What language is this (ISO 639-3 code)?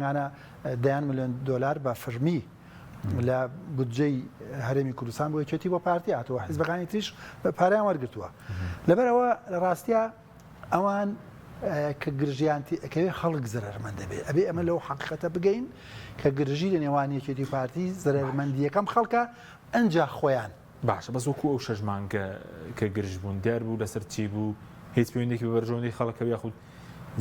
ckb